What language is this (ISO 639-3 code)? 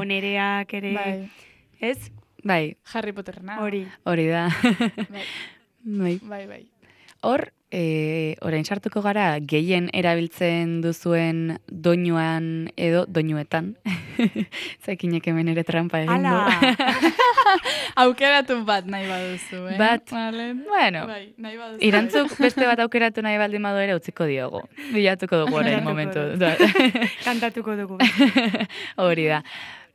eus